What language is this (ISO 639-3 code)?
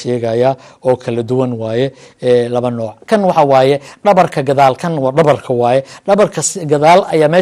som